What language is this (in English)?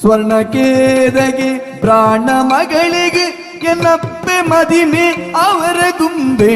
Tulu